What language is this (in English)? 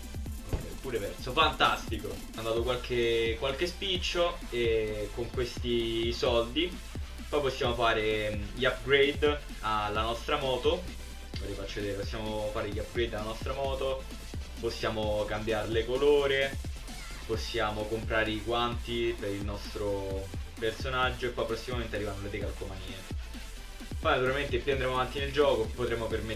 Italian